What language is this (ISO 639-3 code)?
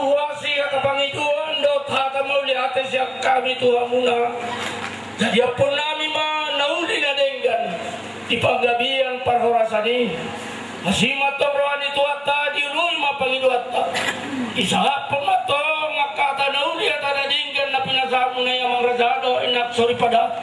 bbc